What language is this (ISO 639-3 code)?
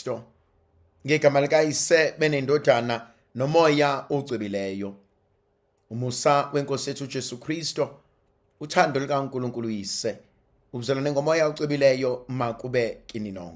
zul